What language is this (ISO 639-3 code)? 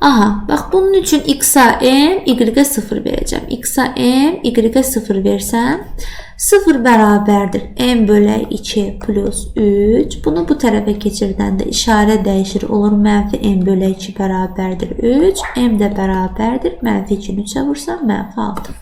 aze